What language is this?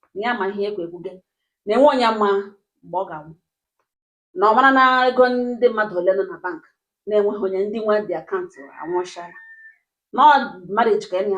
Igbo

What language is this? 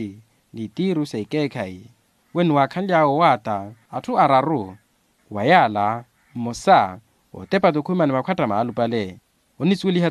Makhuwa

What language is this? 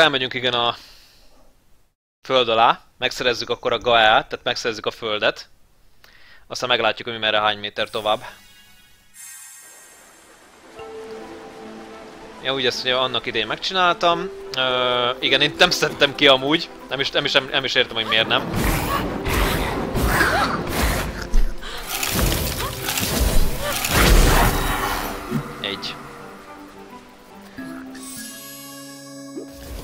Hungarian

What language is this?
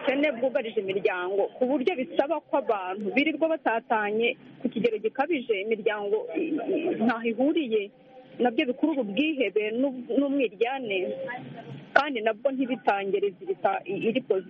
Kinyarwanda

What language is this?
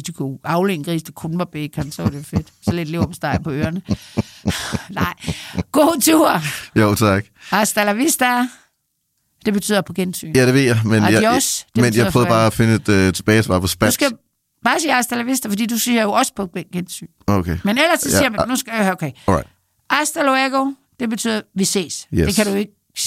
Danish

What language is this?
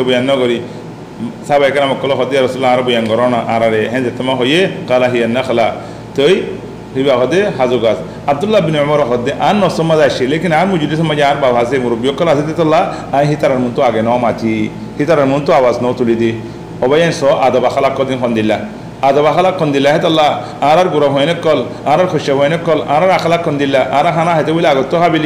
Rohingya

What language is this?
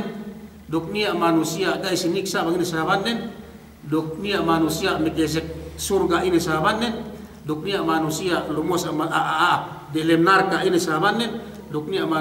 Yakan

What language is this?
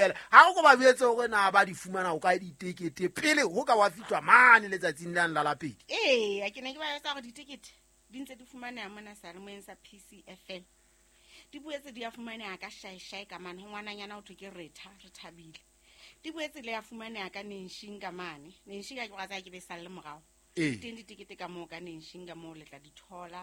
Southern Sotho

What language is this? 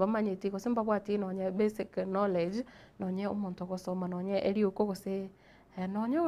Gusii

